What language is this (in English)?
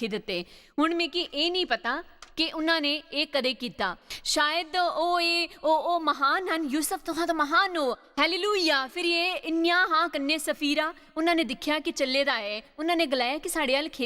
Dogri